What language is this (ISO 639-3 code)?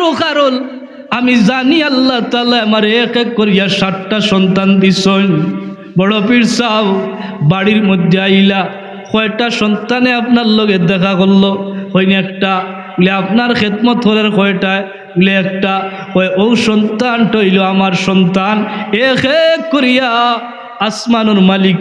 syl